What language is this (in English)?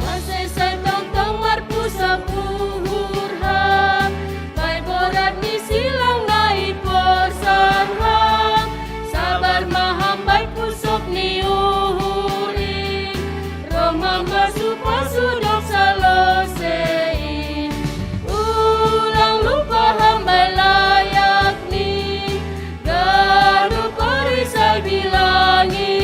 Batak Simalungun